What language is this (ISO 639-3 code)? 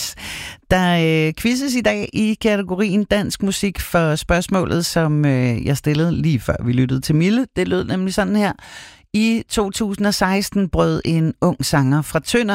dan